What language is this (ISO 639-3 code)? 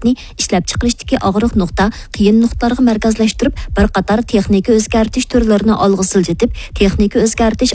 uig